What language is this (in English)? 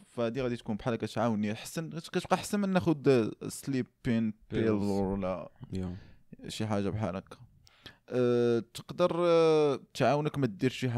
Moroccan Arabic